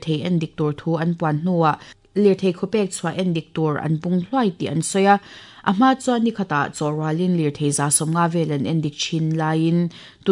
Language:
Mizo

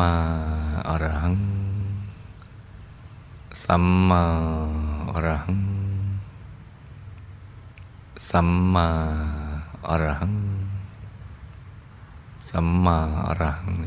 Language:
Thai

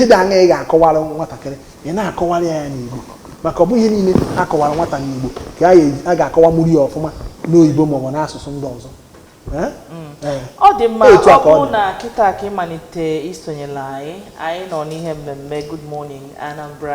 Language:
Igbo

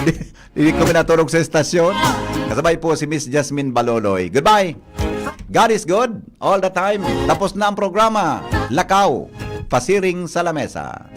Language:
Bikol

